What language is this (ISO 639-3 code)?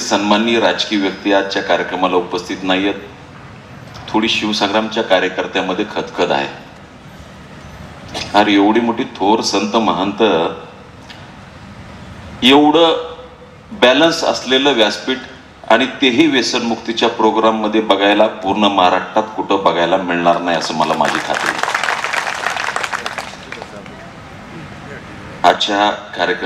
mar